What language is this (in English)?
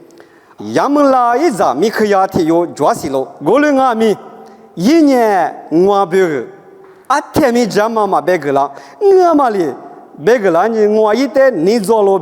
Lisu